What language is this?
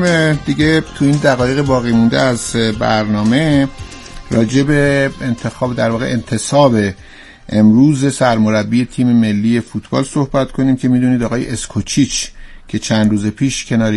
Persian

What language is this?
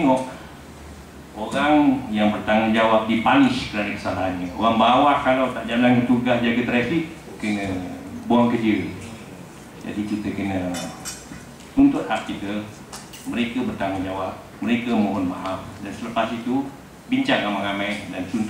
Malay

